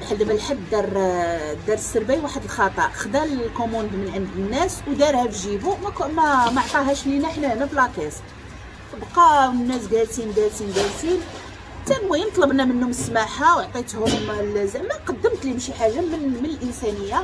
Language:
Moroccan Arabic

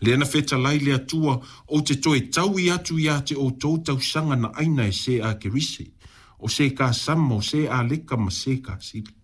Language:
Samoan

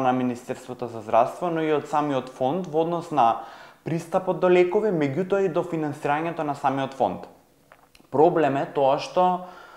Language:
Macedonian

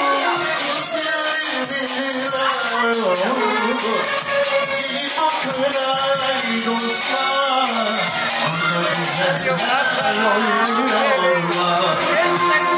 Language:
Turkish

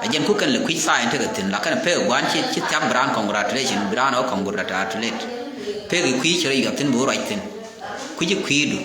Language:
Nuer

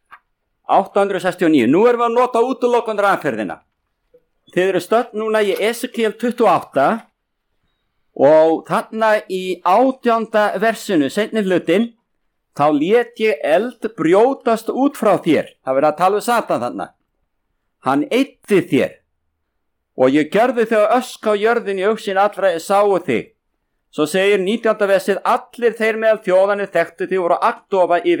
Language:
Icelandic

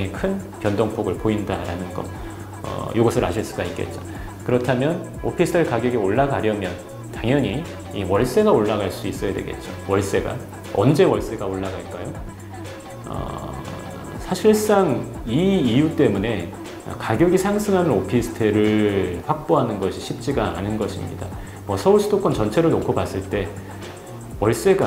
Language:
Korean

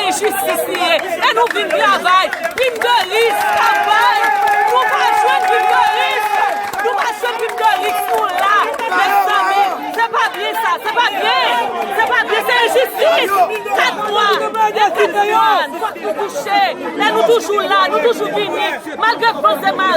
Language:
Haitian Creole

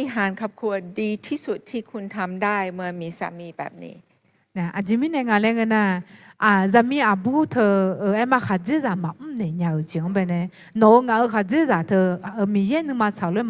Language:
Akha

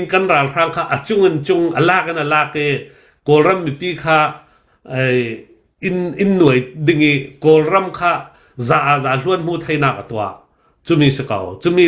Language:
Hakha Chin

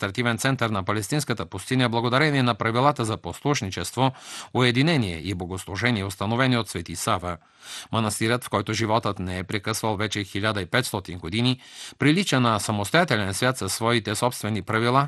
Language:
Bulgarian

